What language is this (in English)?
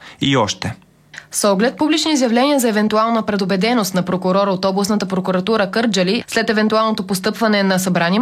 Bulgarian